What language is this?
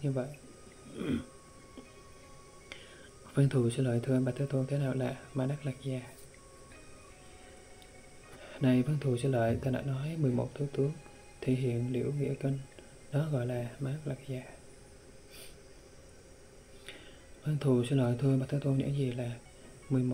Vietnamese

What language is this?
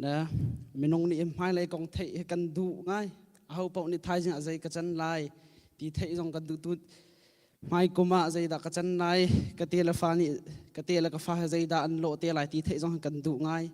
Hakha Chin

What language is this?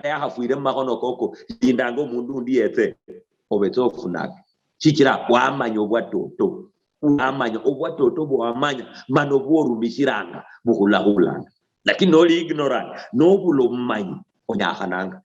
Luyia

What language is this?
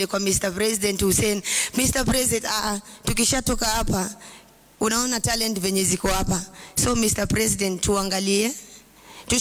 Swahili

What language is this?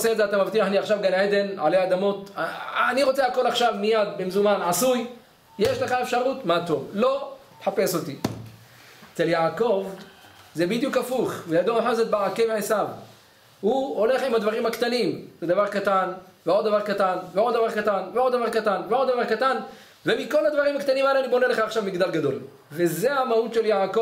Hebrew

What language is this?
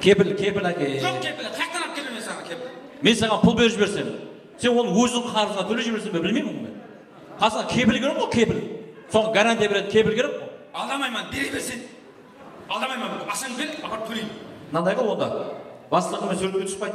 Kara-Kalpak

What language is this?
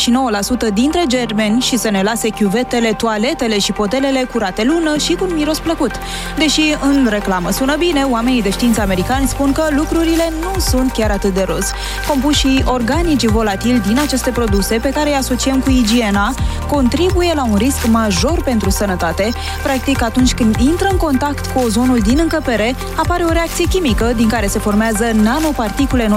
Romanian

